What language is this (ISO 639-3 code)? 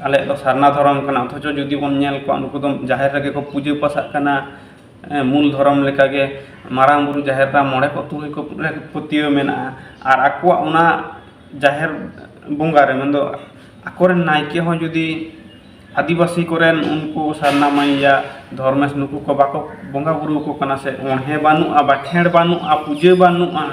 sat